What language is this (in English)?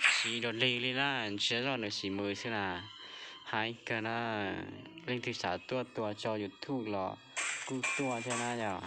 Hmong